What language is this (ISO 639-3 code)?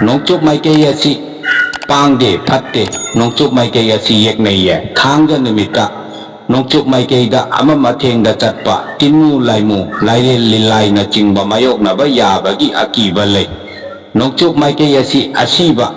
mni